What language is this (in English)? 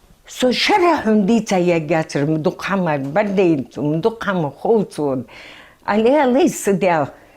Ingush